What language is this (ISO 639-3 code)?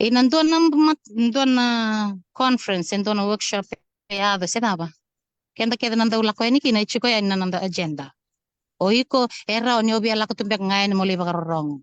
fij